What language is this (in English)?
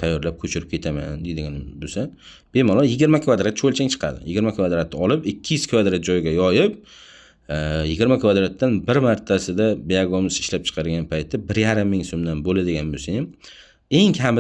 Uzbek